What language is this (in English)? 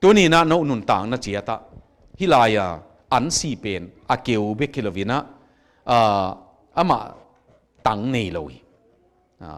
Tedim Chin